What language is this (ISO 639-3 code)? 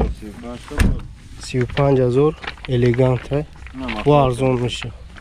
tgk